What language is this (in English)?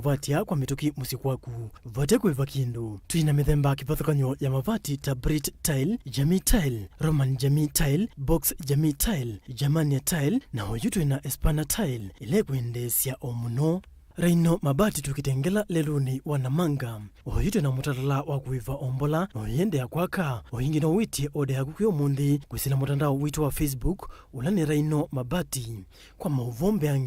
Kamba